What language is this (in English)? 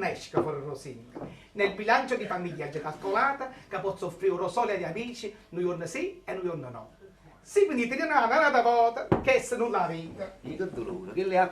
Neapolitan